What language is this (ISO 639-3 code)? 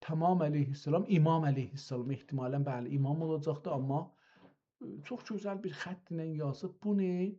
azb